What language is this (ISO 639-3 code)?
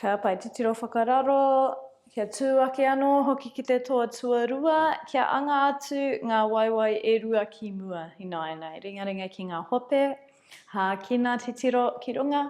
mri